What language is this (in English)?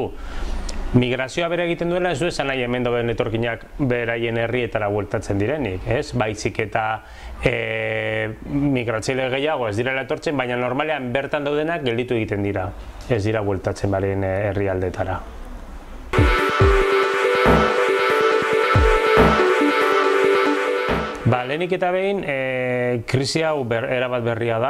Basque